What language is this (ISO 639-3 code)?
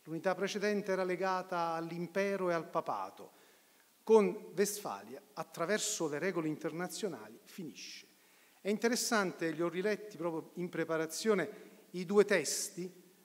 ita